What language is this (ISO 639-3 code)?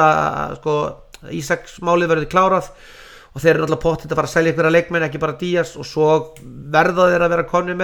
isl